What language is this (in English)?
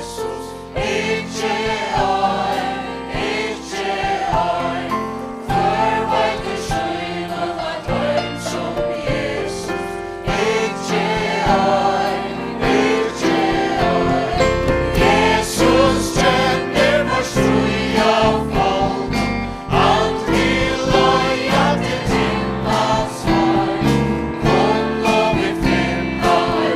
Faroese